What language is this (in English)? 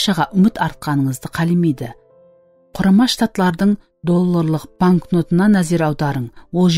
Kara-Kalpak